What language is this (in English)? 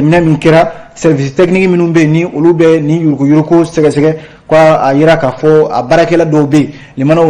Bambara